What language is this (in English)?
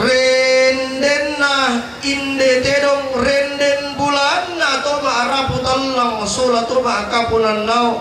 Toraja-Sa'dan